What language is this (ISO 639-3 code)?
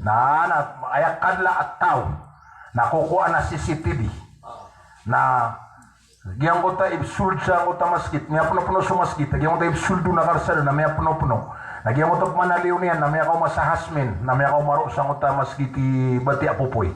mrw